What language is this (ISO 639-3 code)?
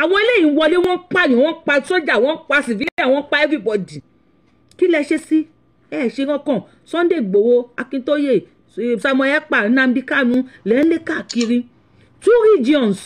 yor